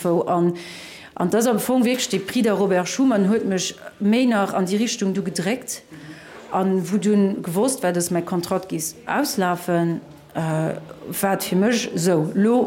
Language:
Luxembourgish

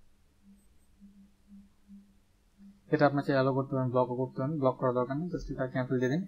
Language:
Bangla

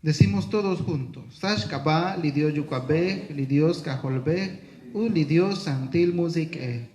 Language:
Kekchí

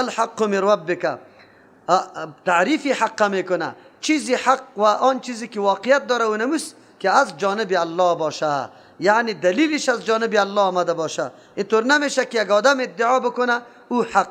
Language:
Persian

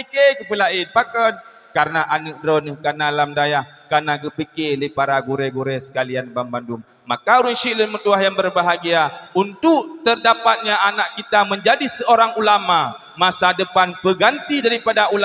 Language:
Achinese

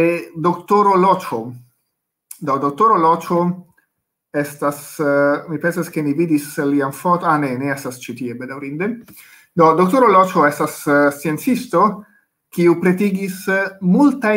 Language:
Esperanto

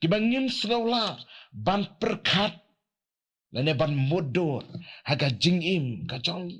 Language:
Khasi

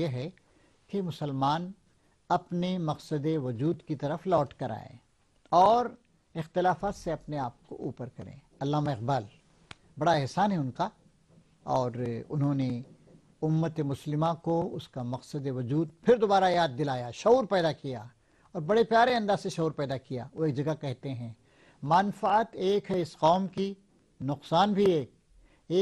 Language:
Urdu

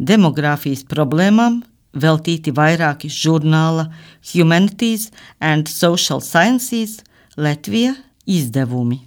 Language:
Latvian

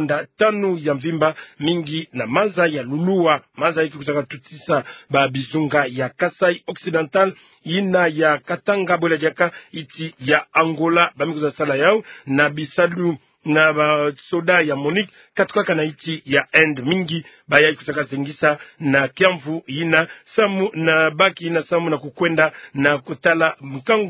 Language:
Kituba (Democratic Republic of Congo)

